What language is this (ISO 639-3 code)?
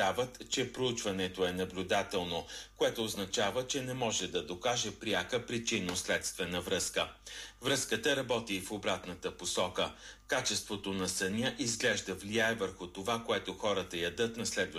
bul